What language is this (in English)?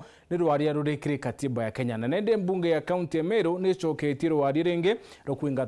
Meru